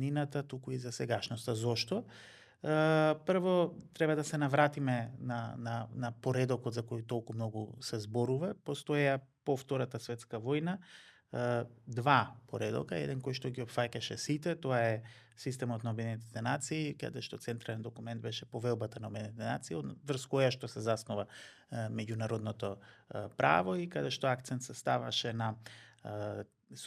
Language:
Macedonian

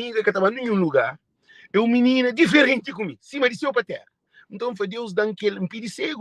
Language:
Kabuverdianu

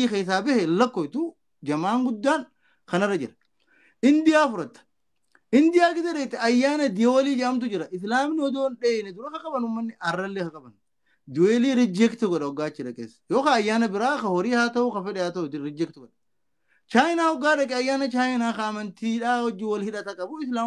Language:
Oromo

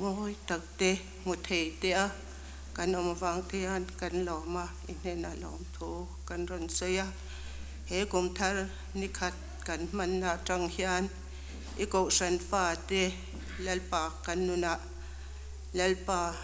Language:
Mizo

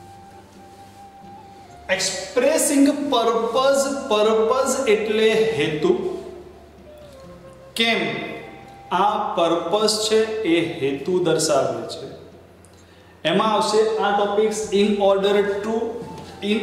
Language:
Gujarati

